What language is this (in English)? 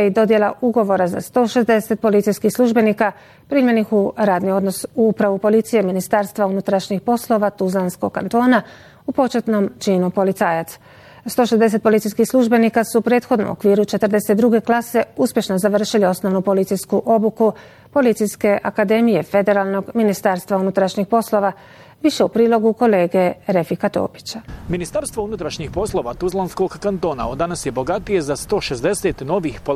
Bosnian